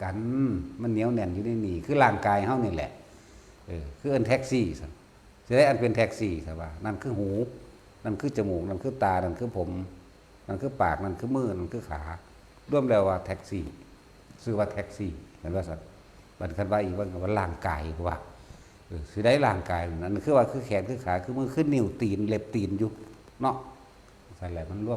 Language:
Northeastern Thai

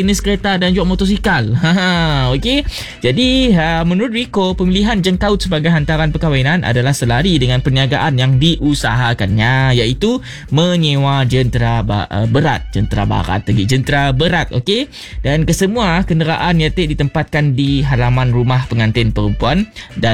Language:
Malay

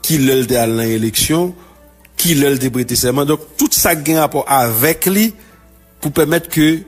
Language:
Haitian Creole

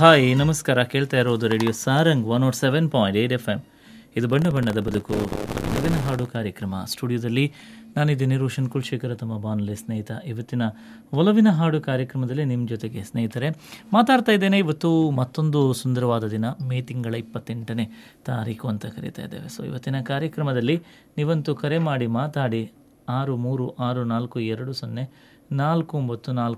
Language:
Kannada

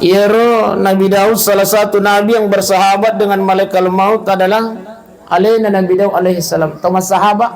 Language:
Buginese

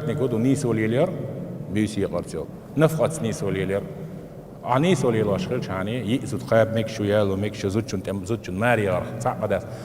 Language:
Chechen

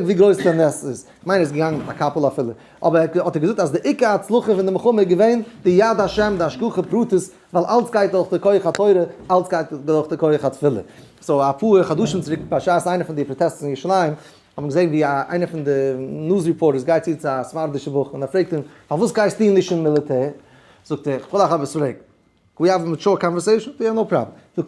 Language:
Yiddish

